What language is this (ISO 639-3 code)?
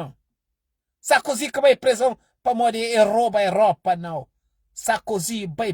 kea